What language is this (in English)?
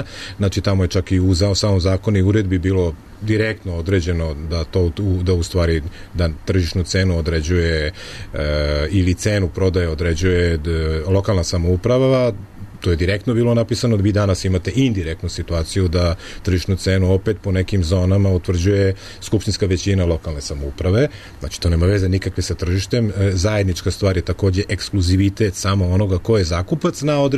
Serbian